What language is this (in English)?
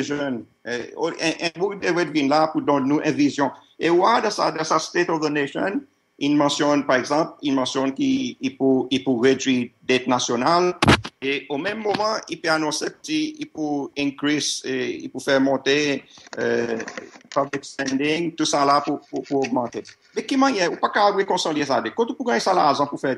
Seselwa Creole French